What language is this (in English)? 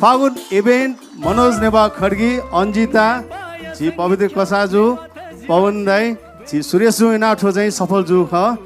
Newari